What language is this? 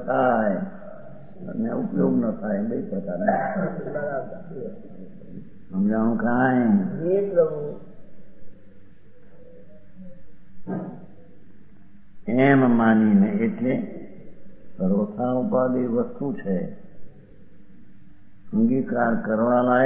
Gujarati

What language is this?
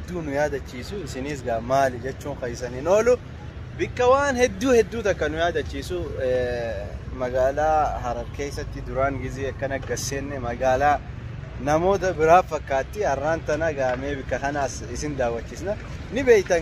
Oromo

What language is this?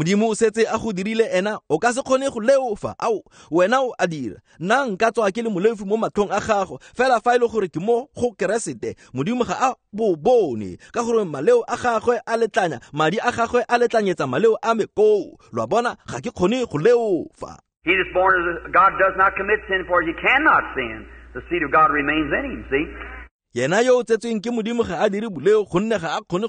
Tswana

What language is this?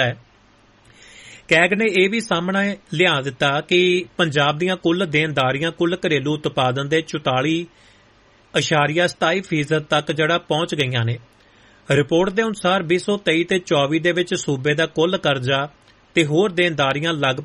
Punjabi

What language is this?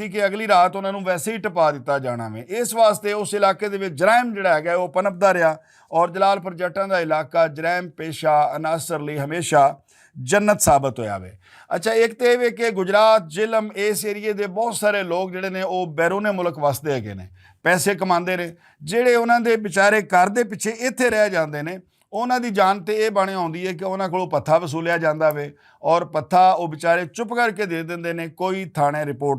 Western Panjabi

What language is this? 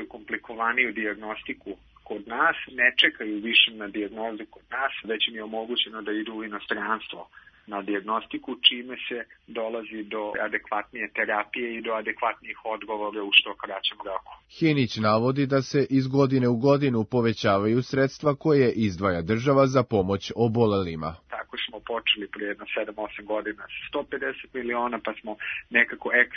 Serbian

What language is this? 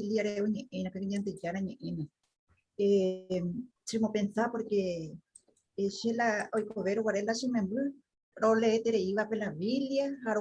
Guarani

